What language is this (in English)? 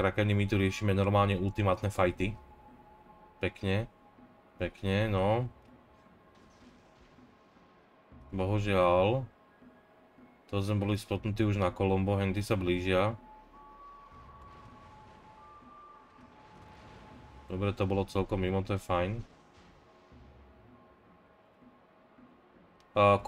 Slovak